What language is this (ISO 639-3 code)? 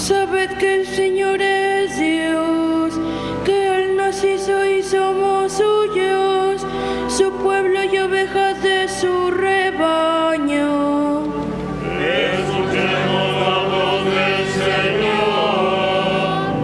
spa